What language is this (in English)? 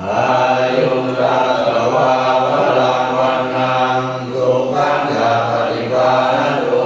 Pali